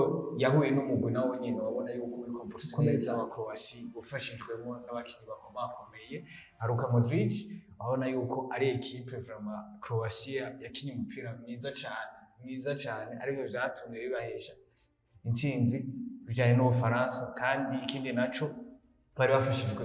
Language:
Rundi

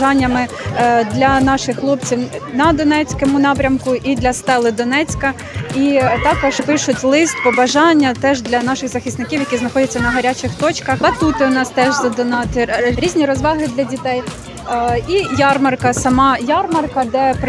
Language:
Ukrainian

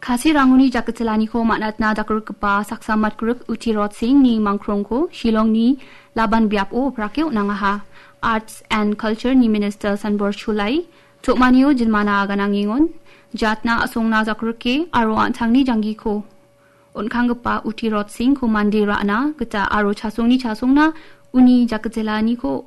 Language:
Garo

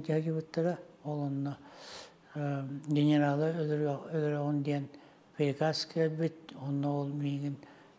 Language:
Yakut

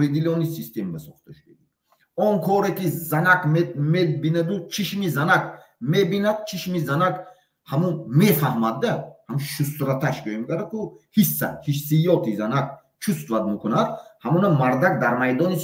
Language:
Tajik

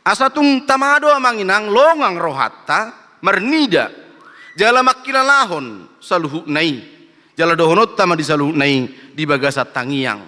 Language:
Batak Toba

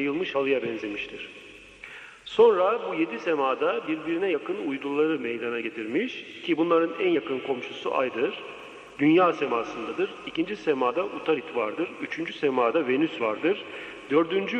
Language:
Turkish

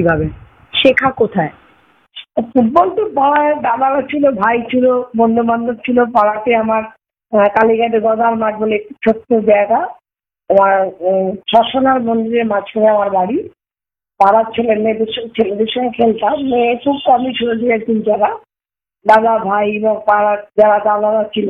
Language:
Bangla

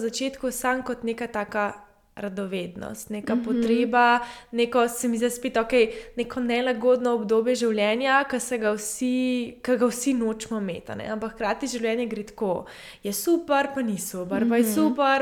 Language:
Slovenian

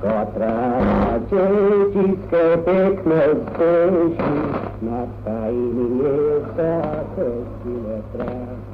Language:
Manx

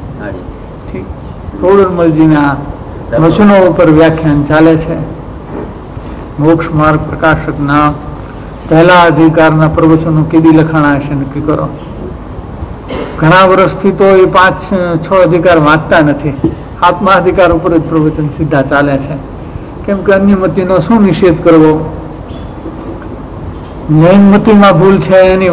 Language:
Gujarati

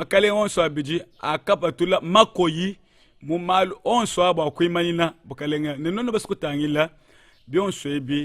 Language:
Luba-Lulua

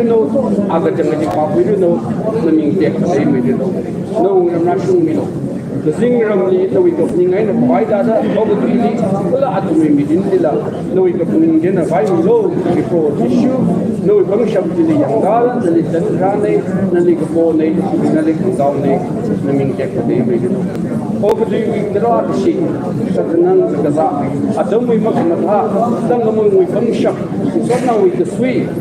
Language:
Tangkhul Naga (India)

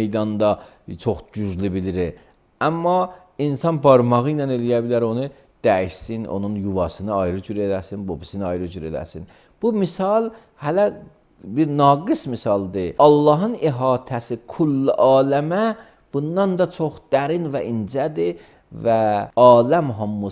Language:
Azerbaijani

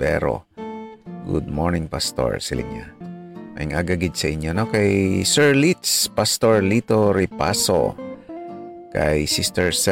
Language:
Hiligaynon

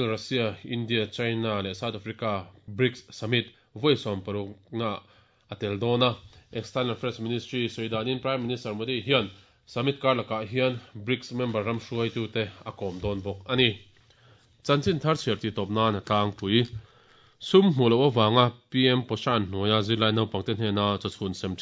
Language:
Mizo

